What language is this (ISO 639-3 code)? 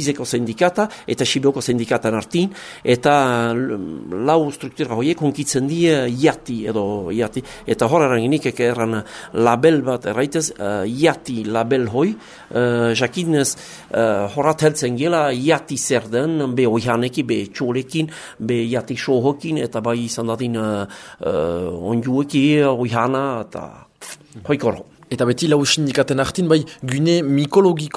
eus